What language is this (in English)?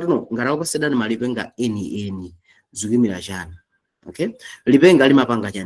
Nyanja